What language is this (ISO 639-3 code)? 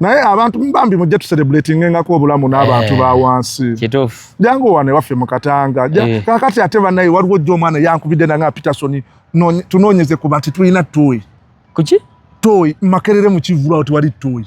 lug